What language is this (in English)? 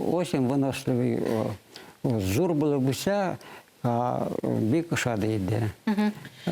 Bashkir